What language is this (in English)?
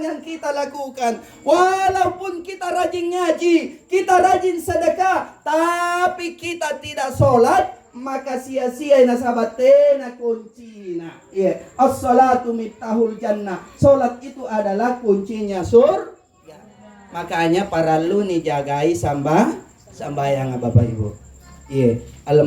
Makasar